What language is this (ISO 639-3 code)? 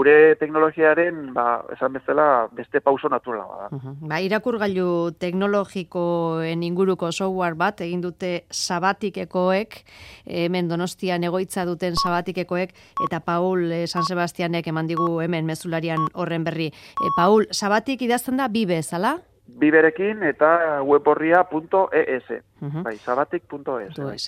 eus